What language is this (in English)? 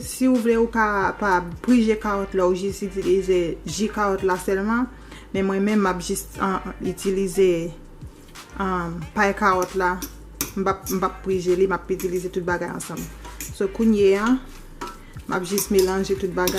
Haitian Creole